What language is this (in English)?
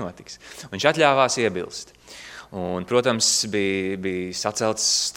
Latvian